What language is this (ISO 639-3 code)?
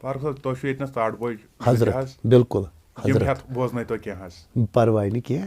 kas